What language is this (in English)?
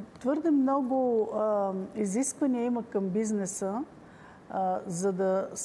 Bulgarian